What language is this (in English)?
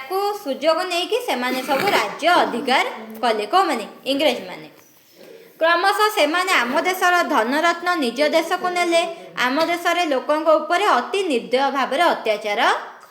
Odia